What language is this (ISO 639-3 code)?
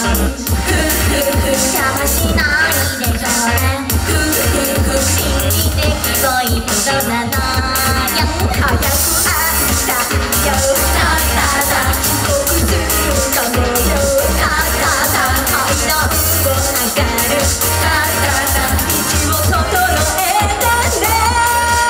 jpn